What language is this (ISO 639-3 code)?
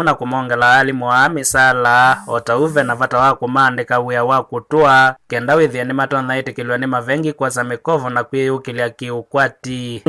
kam